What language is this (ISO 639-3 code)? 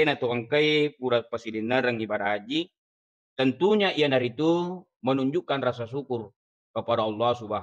bug